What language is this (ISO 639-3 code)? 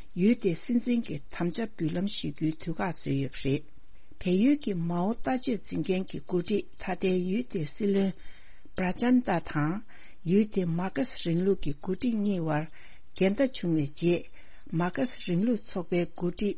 bod